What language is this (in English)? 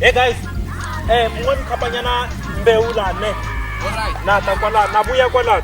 Tsonga